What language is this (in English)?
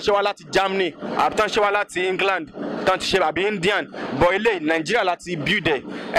Yoruba